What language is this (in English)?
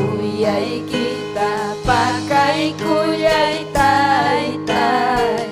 Ayacucho Quechua